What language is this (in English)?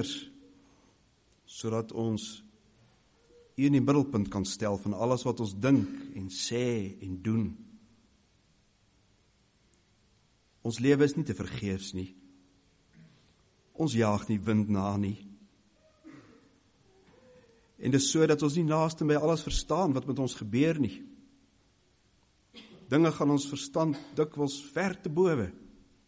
Afrikaans